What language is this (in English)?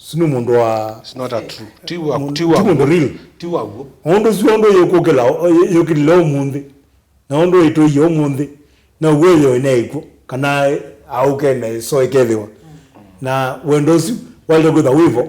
Kamba